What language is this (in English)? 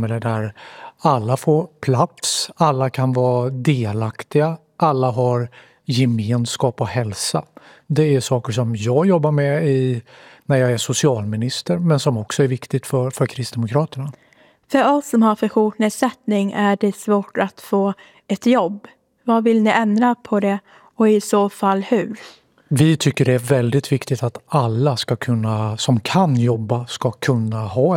Swedish